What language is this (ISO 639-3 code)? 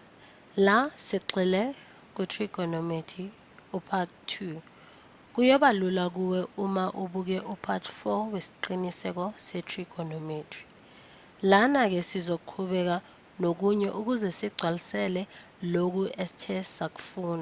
zul